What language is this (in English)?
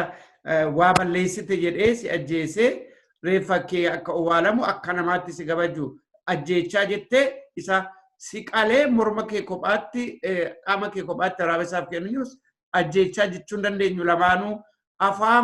Oromo